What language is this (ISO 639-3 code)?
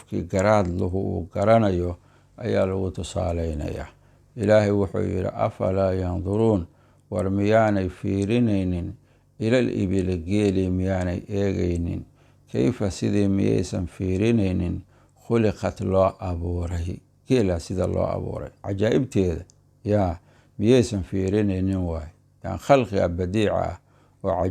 som